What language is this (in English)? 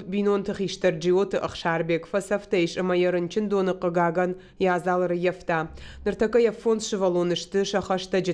Ossetic